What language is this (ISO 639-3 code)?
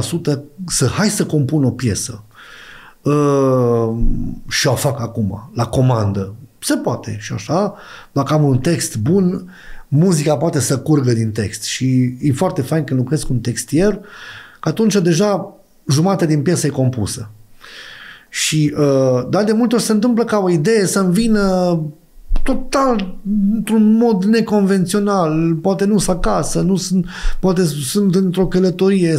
ron